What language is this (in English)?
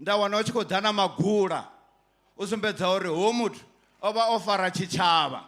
Venda